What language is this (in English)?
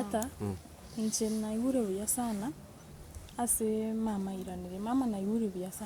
Gusii